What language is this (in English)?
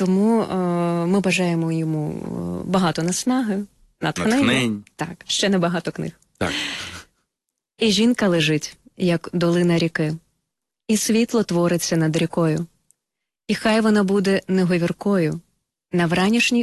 Ukrainian